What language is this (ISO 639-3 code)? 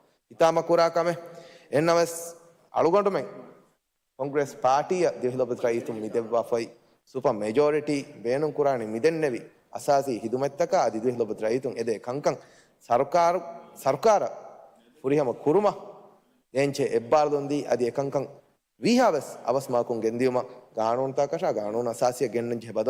div